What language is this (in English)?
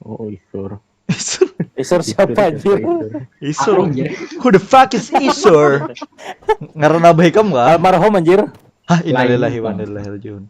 Banjar